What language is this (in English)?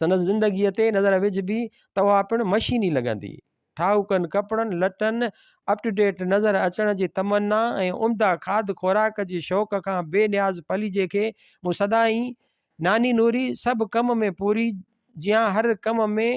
Sindhi